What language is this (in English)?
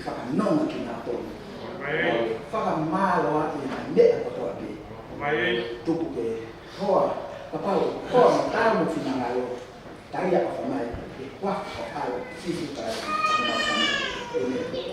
Tongan